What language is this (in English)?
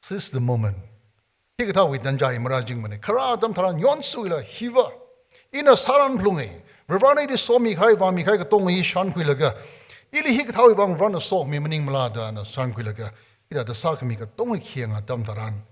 Tangkhul Naga (India)